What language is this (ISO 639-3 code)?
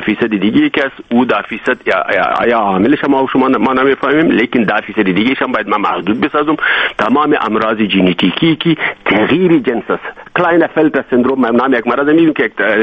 fas